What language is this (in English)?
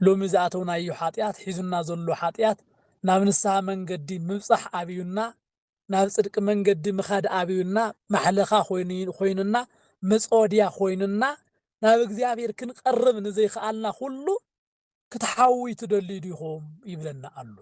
Tigrinya